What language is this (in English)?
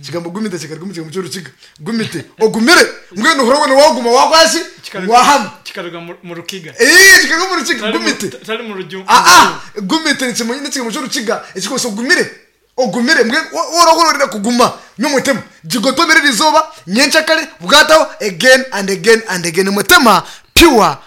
Nyankole